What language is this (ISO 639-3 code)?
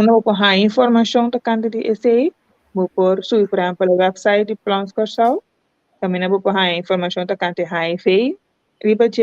pap